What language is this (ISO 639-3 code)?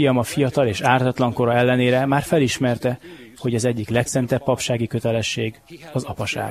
hun